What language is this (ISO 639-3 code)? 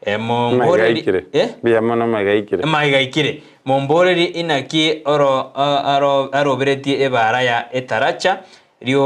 guz